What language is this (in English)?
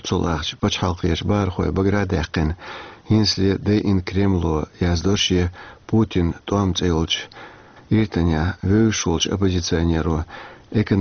Chechen